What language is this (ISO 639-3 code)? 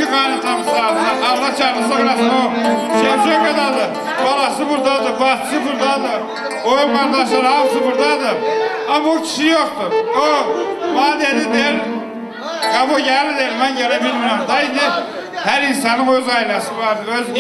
aze